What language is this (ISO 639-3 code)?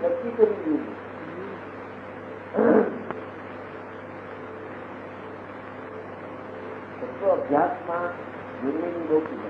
guj